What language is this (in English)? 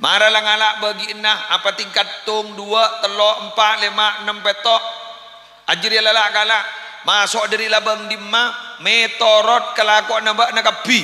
Madurese